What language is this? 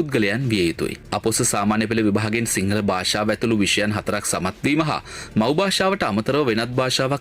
Sinhala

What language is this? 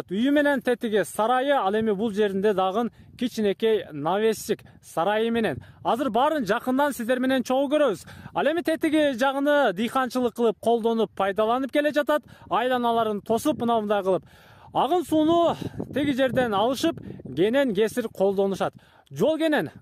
Kyrgyz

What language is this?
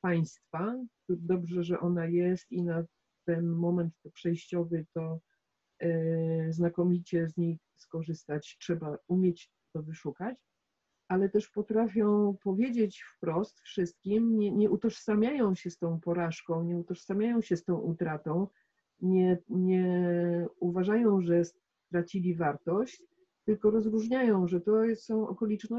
Polish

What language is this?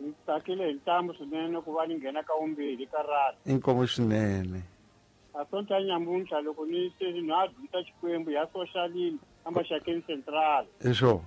Tsonga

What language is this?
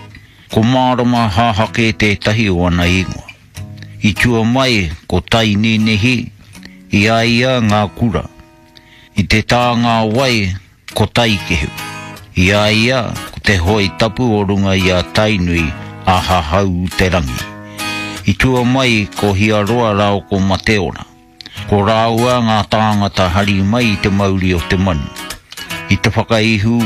Māori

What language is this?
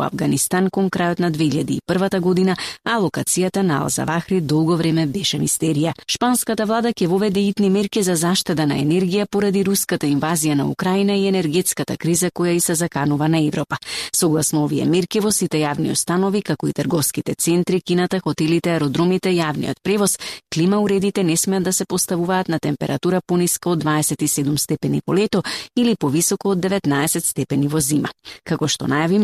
Macedonian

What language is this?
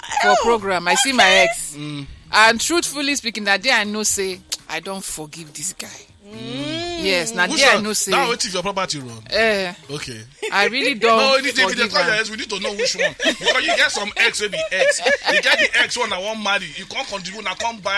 Nigerian Pidgin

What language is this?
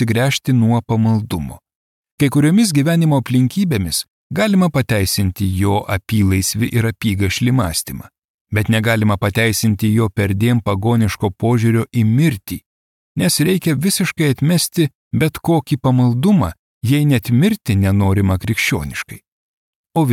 Lithuanian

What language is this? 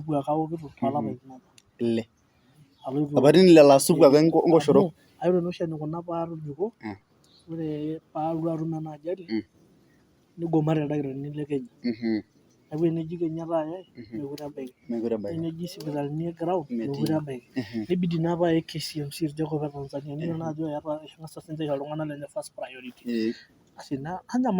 Masai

